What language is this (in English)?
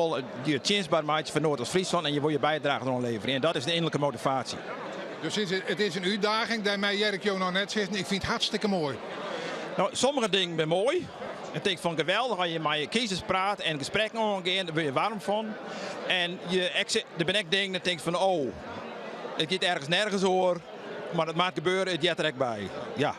Western Frisian